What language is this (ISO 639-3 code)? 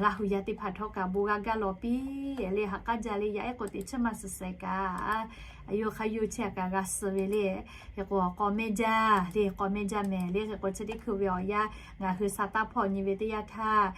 lhu